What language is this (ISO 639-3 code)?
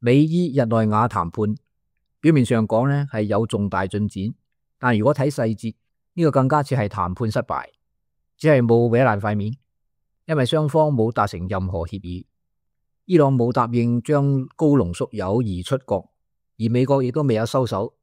yue